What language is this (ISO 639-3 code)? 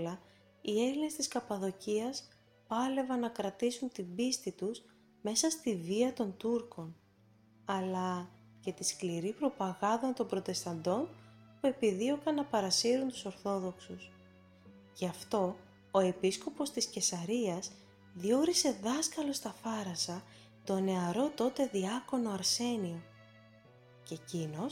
ell